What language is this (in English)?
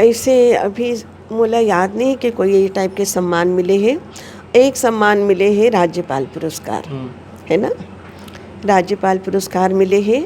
Chhattisgarhi